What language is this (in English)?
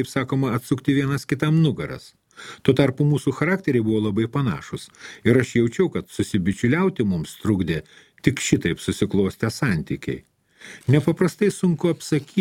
Lithuanian